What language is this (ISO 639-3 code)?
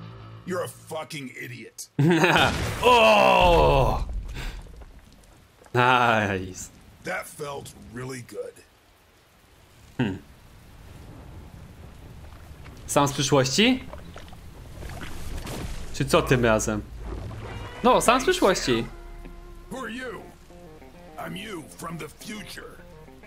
pol